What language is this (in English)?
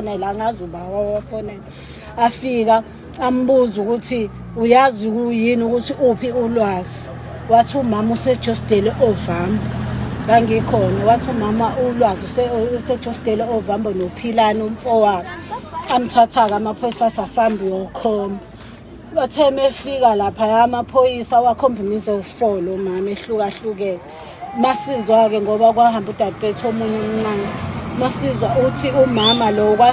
Zulu